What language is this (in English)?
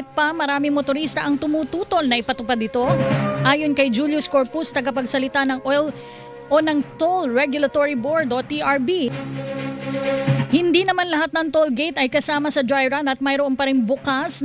Filipino